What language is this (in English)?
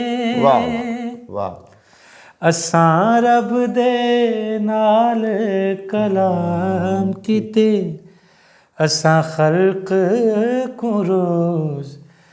Saraiki